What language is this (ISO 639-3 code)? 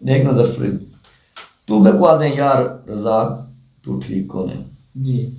skr